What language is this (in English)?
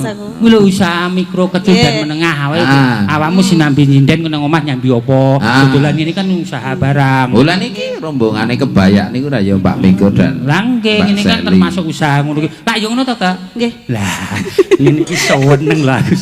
Javanese